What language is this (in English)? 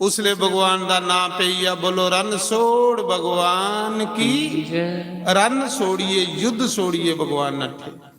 Dogri